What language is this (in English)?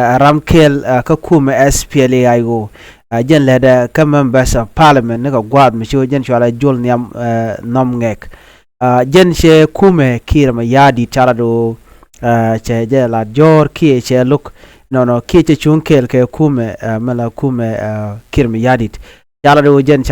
Nuer